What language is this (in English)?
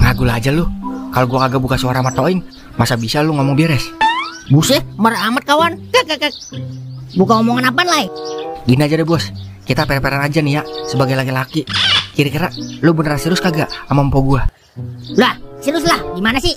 Betawi